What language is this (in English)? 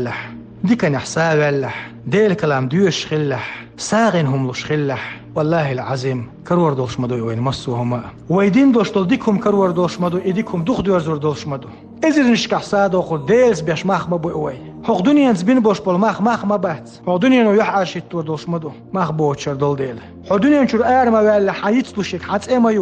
Chechen